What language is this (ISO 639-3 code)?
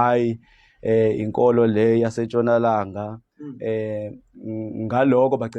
zul